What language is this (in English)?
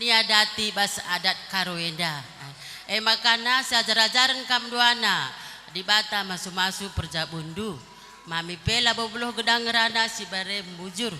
Batak Karo